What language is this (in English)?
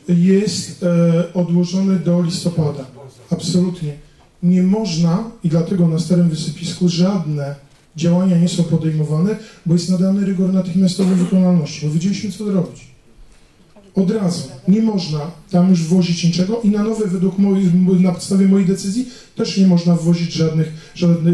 Polish